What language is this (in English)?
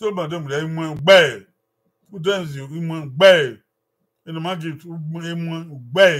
Bini